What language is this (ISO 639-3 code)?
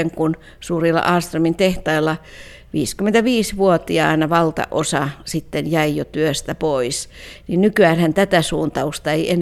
fin